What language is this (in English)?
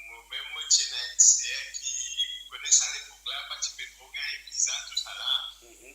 Morisyen